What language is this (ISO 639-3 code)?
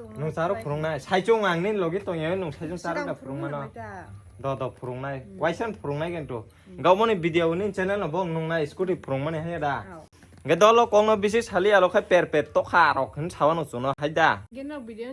trp